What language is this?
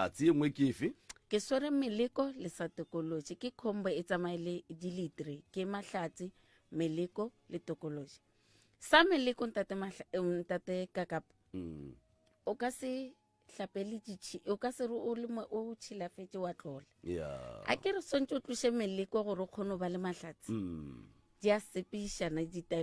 Northern Sotho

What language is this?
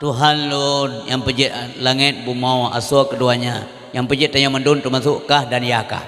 Achinese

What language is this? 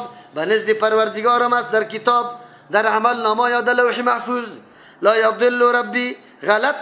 Persian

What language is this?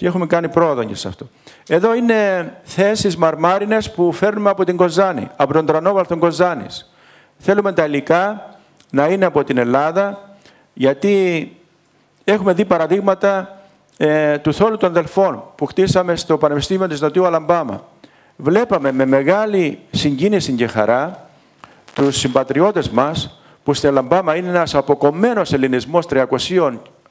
Greek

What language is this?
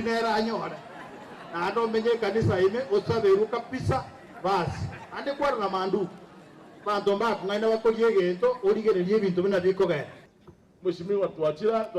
Gusii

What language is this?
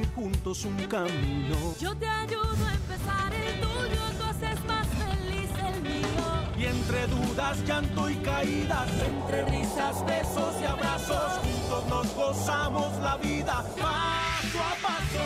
Spanish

